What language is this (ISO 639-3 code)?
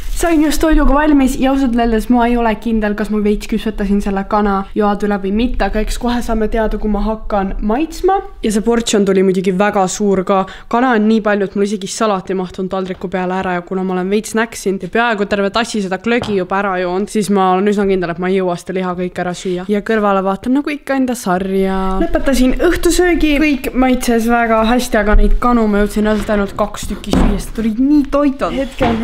est